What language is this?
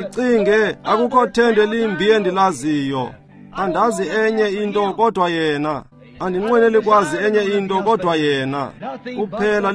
Xhosa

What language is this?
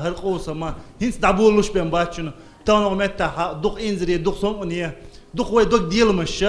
Chechen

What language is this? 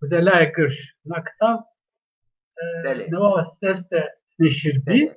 Zaza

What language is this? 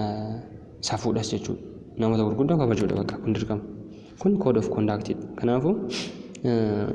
Oromo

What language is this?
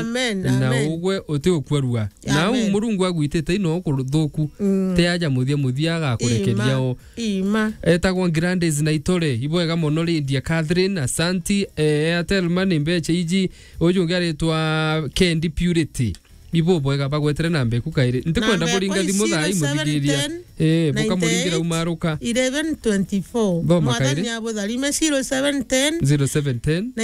Meru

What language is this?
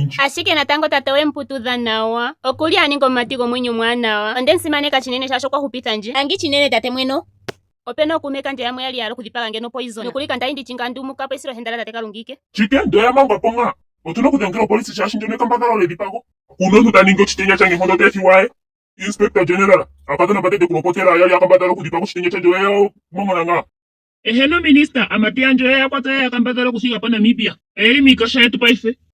Ndonga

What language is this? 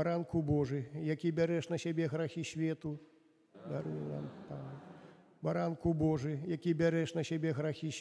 Belarusian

